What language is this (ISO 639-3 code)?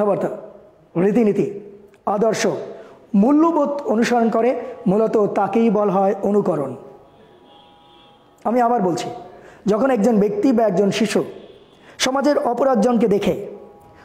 ben